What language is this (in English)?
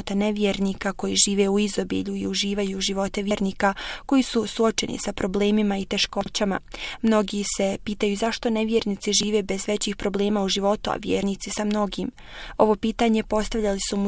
Bosnian